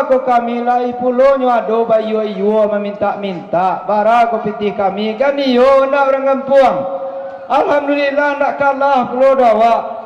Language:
Minangkabau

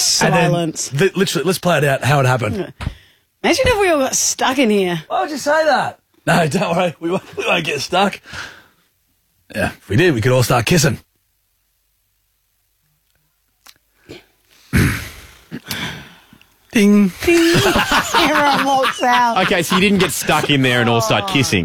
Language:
English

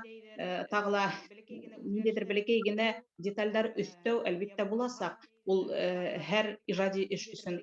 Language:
Bashkir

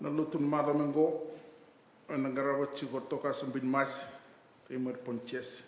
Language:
Fijian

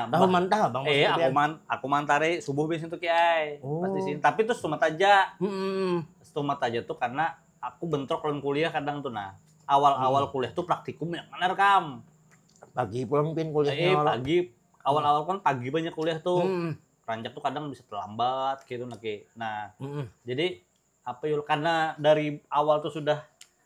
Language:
Banjar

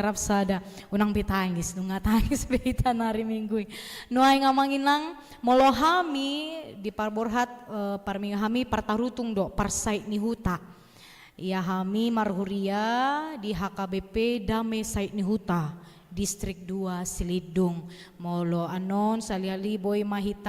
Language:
Batak Toba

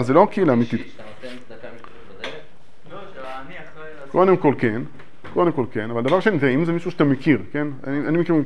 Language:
Hebrew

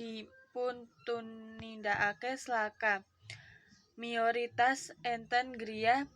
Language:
Javanese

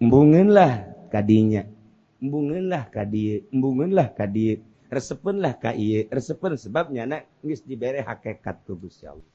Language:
Sundanese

